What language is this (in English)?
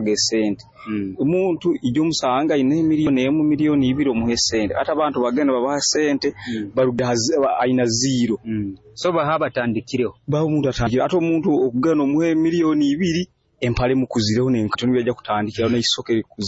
Nyoro